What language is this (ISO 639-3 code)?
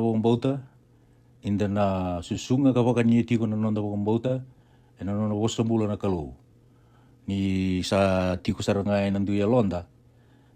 fij